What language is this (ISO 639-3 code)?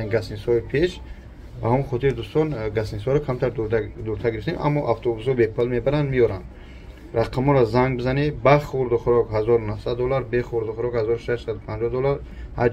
tgk